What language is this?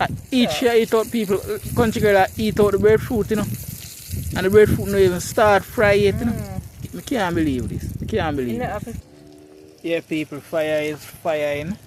Jamaican Creole English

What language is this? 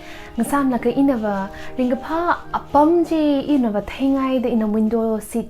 Tangkhul Naga (India)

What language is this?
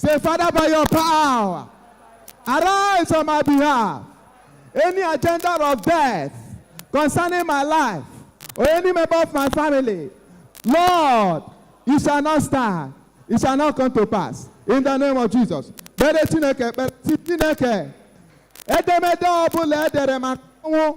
Igbo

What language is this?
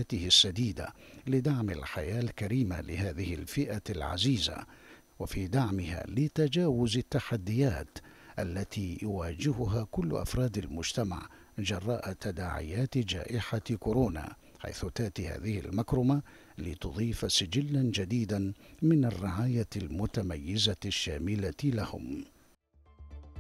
Arabic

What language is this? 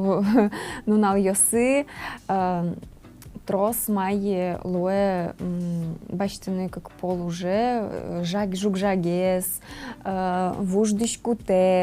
Udmurt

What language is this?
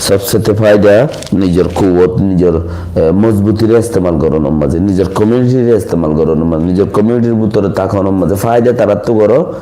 Rohingya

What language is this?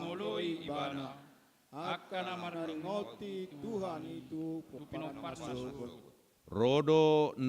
Batak Toba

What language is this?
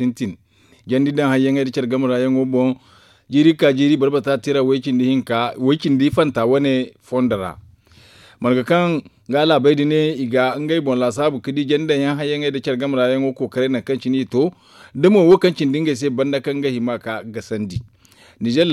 Zarma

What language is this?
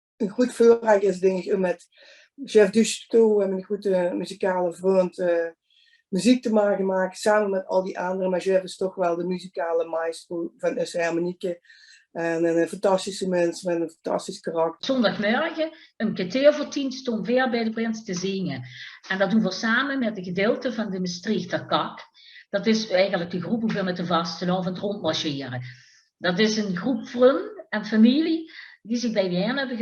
Limburgish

